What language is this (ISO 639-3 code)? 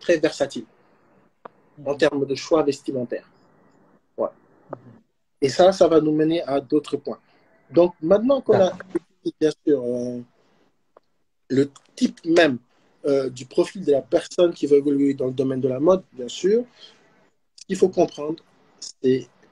fra